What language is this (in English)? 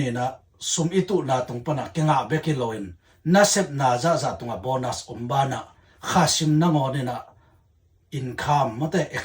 Tedim Chin